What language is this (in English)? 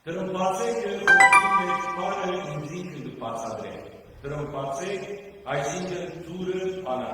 Western Armenian